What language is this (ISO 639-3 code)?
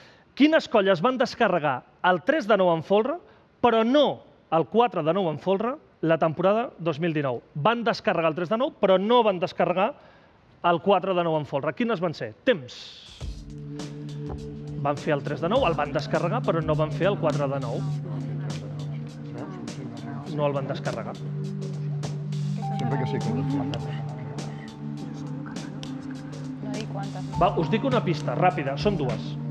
cat